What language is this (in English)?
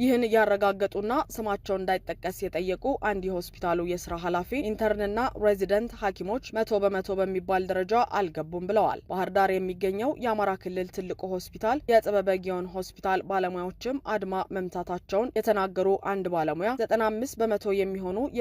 Amharic